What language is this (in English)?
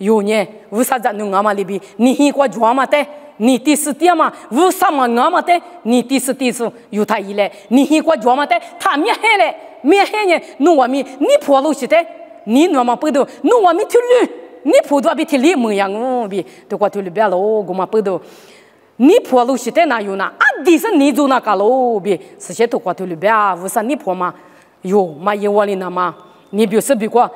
Lisu